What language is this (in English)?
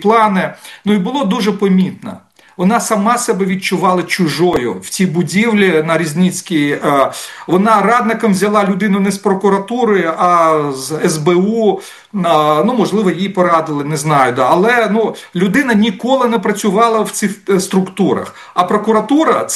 Ukrainian